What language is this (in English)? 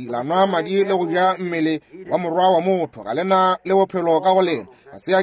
Northern Sotho